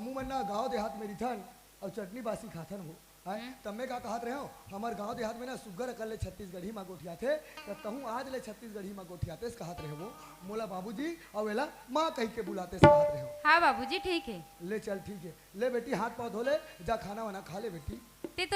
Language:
Chhattisgarhi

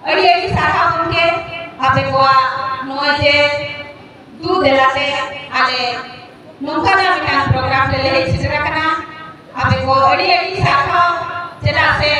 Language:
Santali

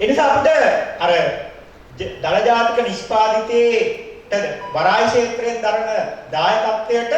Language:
Sinhala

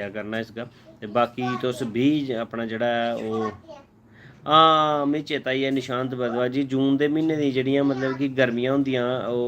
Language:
Dogri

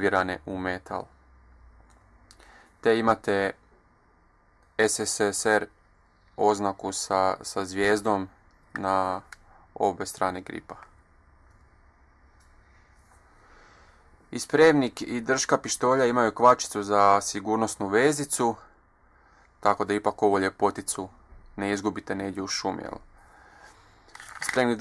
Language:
Croatian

